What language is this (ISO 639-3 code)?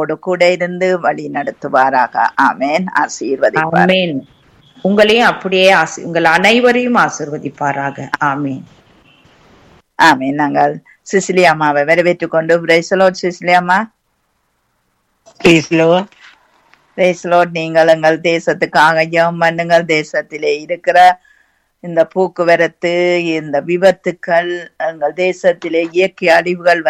tam